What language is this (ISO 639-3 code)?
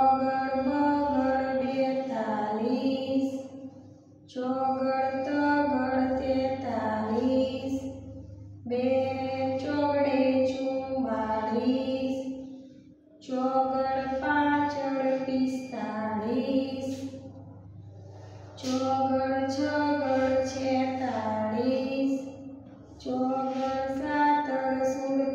guj